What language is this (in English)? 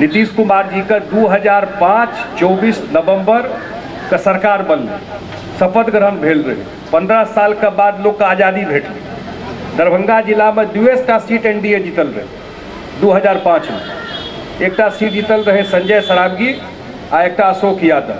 Maithili